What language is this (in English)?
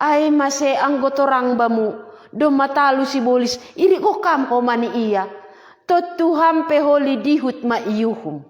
Batak Simalungun